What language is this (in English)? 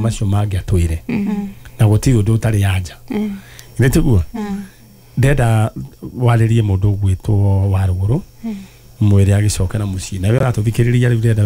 Kikuyu